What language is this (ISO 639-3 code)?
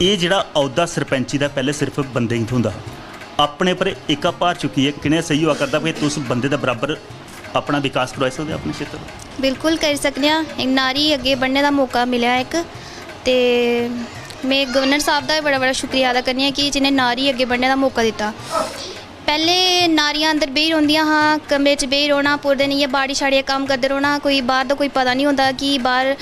doi